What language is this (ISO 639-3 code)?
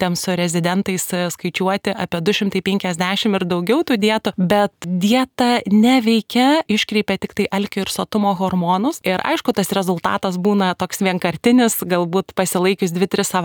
lit